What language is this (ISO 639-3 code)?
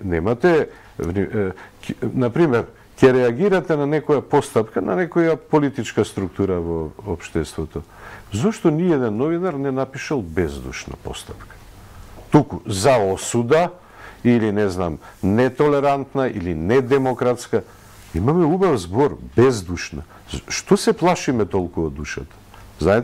mkd